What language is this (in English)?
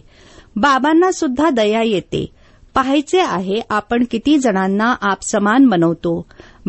Marathi